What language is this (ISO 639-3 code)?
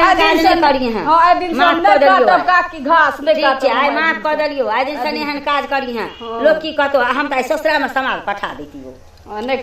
mai